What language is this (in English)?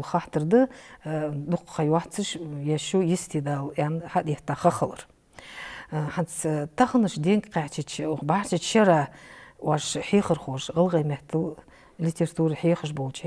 Ingush